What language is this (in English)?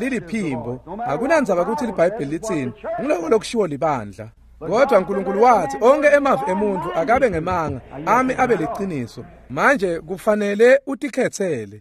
Swati